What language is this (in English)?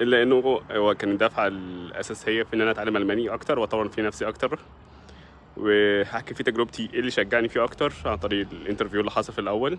Egyptian Arabic